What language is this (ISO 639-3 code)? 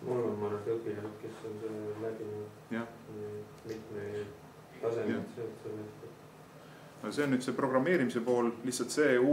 est